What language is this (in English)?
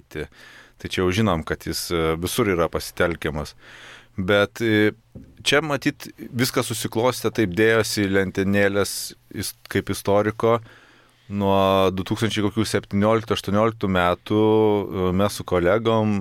Lithuanian